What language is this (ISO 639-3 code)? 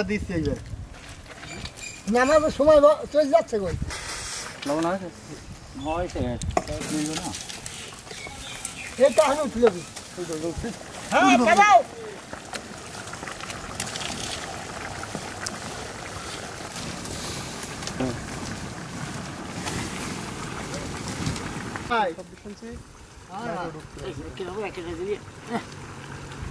ben